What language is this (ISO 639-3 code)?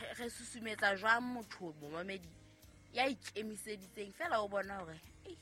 sot